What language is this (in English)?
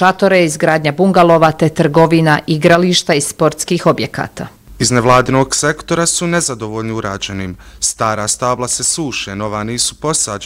Bosnian